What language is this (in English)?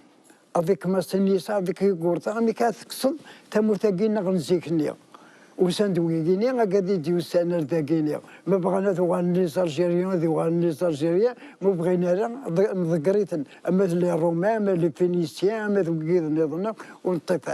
Kabyle